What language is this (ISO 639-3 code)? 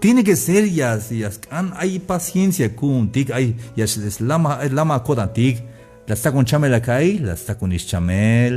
tzh